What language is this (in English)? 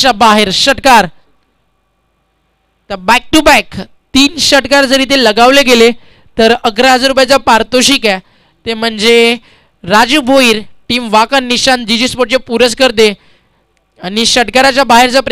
Marathi